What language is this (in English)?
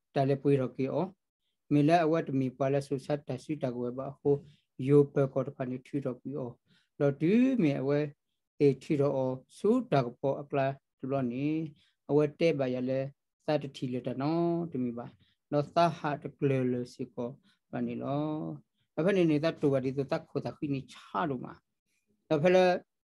S'gaw Karen